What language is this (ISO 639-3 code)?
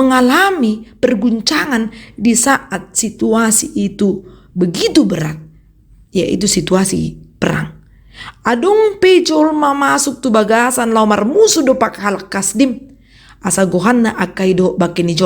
bbc